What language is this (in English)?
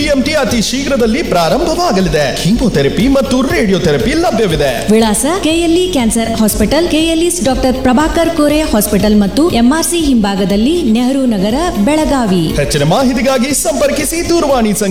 Kannada